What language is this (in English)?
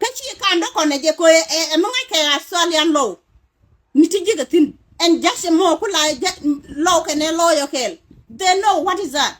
Nuer